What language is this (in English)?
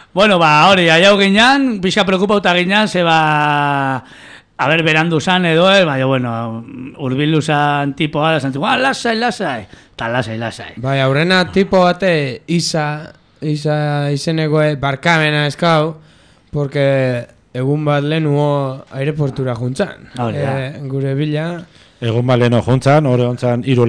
Basque